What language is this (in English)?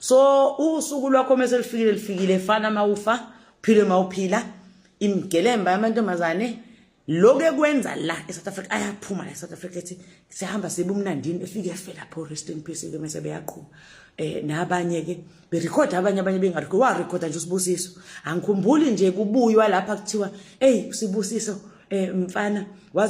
Zulu